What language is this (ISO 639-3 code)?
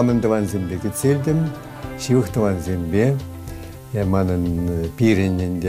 chv